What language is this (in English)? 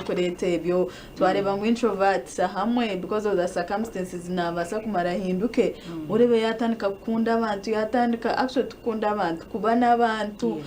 Nyankole